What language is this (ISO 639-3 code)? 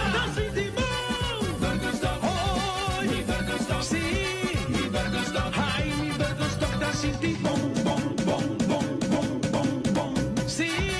pap